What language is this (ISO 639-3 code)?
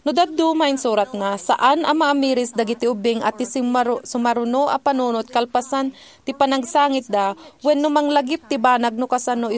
ilo